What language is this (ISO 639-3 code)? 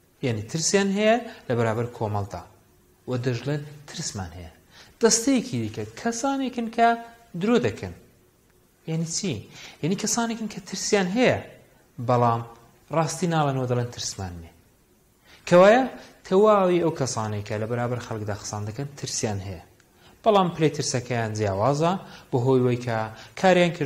ckb